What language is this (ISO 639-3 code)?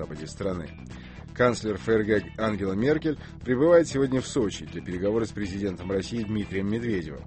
rus